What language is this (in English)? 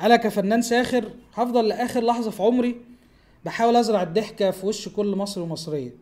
Egyptian Arabic